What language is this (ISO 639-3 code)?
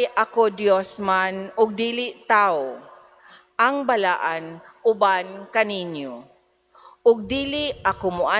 ceb